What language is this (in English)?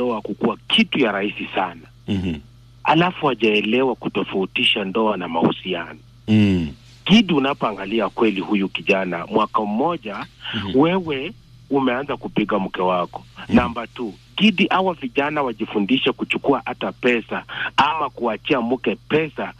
Swahili